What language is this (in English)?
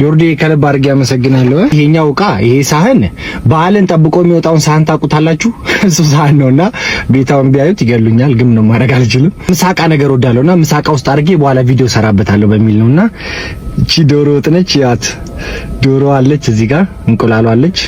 Amharic